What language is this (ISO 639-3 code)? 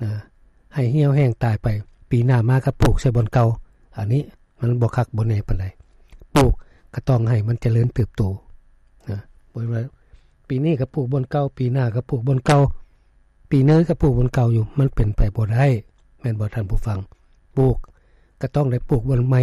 lao